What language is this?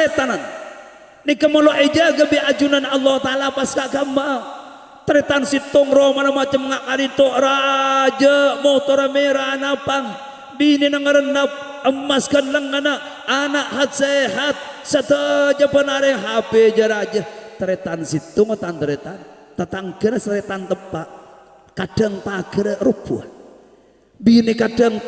Madurese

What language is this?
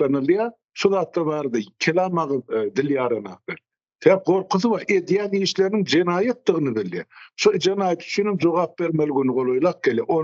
Turkmen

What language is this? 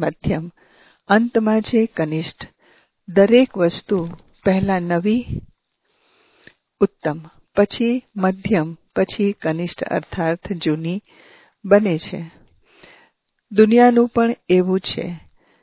Gujarati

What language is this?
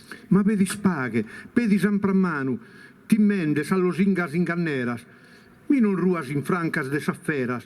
Sardinian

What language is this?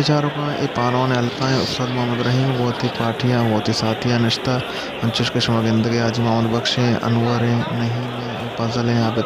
Baluchi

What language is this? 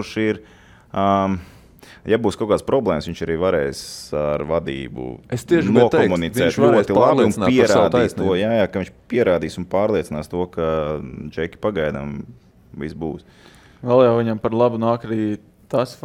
Latvian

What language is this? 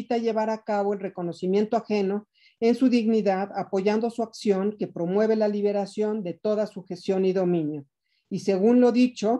Spanish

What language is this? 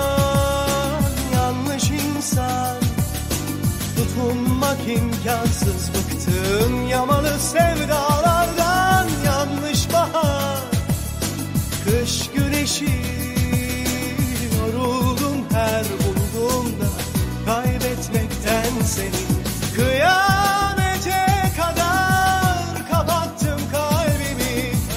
Turkish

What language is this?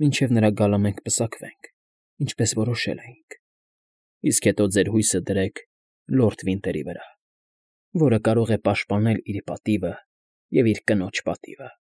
Armenian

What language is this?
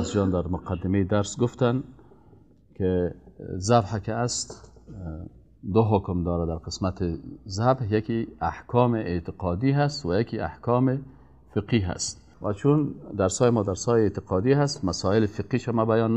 Persian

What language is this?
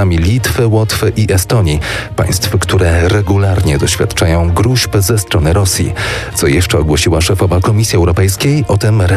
Polish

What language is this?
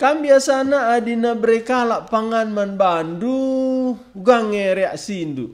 Batak Karo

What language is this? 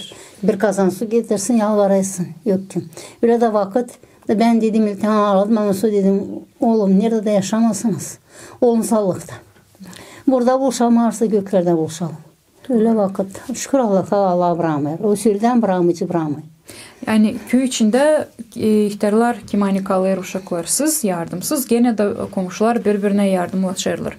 Gagauz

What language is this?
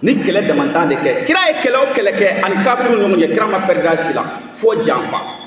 Bambara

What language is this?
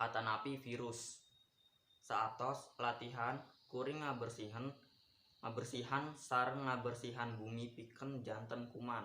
Sundanese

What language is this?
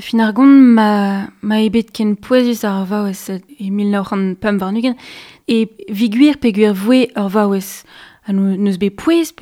Breton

